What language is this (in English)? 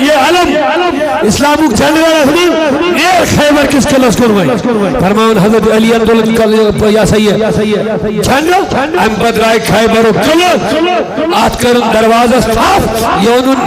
Kashmiri